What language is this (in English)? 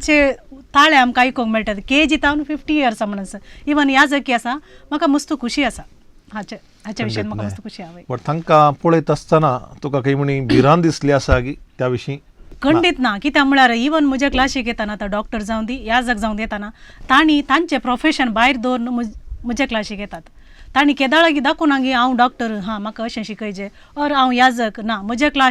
Konkani